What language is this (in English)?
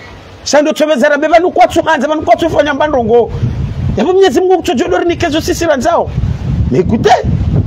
Swahili